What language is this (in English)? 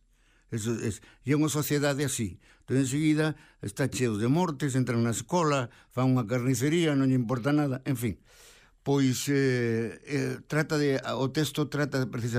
Galician